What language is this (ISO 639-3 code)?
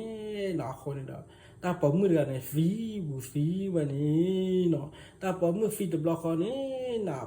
ksw